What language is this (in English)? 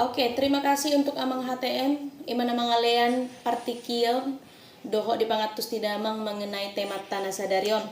Batak Toba